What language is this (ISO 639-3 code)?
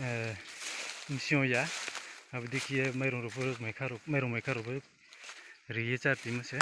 ria